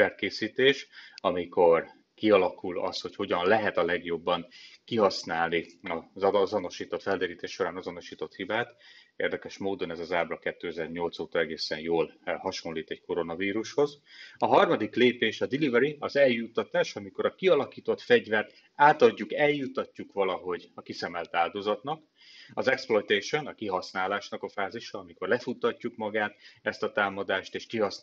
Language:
Hungarian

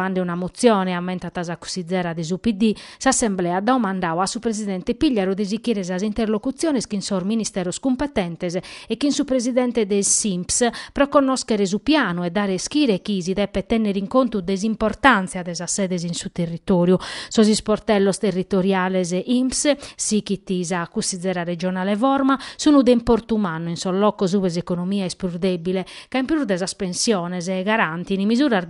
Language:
Sardinian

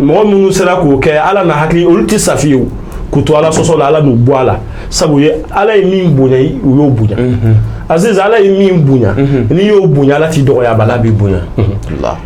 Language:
Bambara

